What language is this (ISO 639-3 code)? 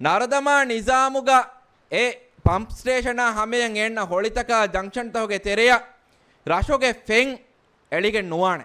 div